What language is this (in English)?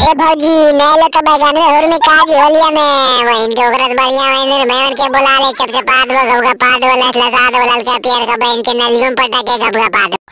Magahi